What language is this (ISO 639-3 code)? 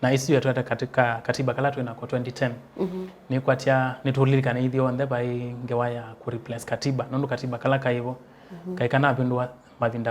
kam